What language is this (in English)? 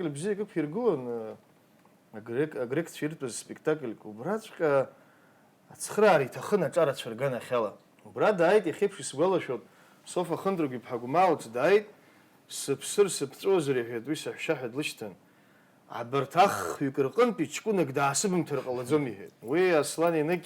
Abkhazian